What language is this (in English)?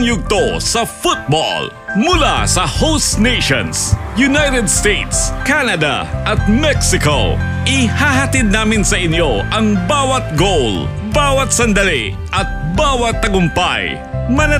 Filipino